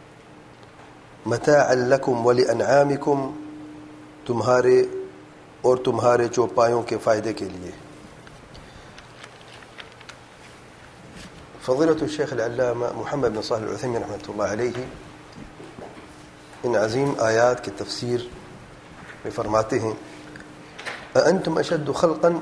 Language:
Urdu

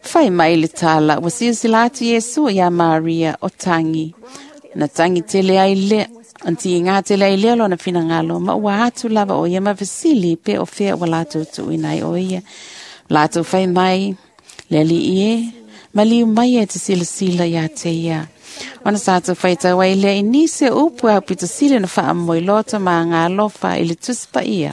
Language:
Samoan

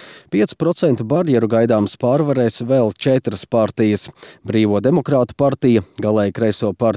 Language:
Latvian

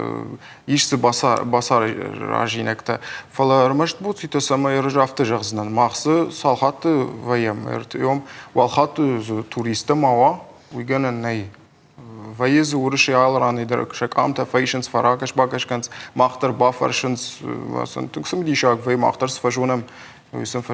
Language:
Ossetic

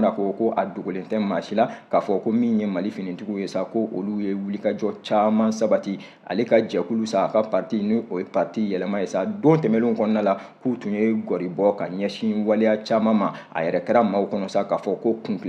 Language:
Bambara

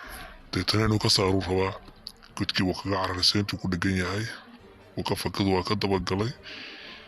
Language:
Somali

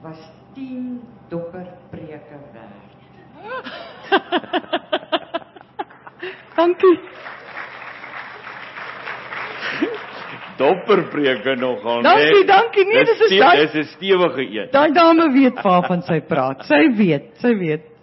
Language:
Afrikaans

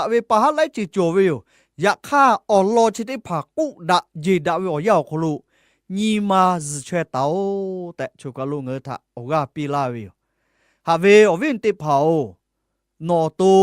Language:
Lahu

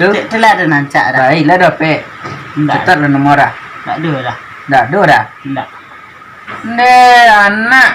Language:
Minangkabau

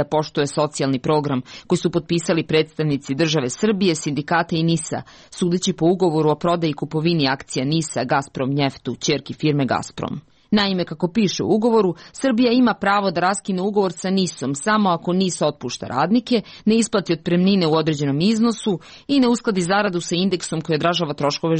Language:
Serbian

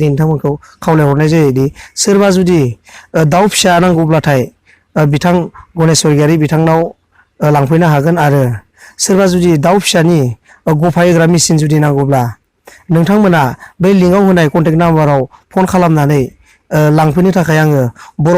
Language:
Bodo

